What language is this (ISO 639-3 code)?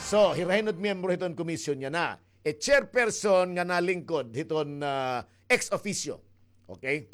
war